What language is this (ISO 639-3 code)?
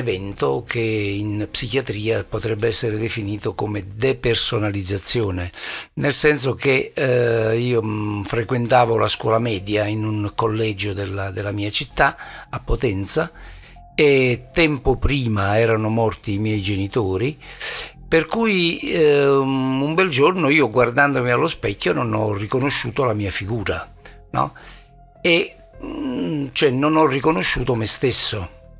ita